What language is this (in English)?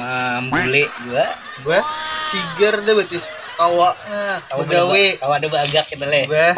Banjar